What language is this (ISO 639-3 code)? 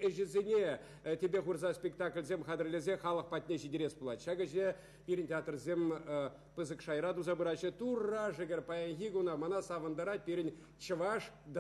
chv